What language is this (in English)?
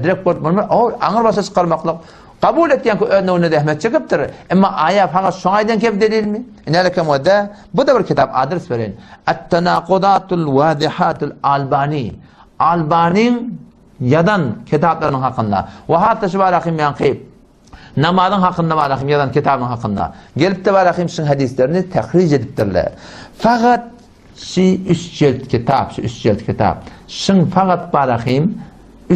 Turkmen